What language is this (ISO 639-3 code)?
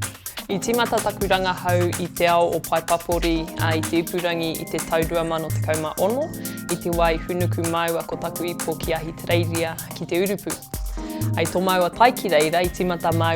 mri